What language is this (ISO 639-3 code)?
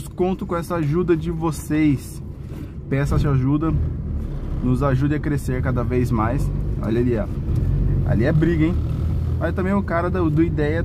por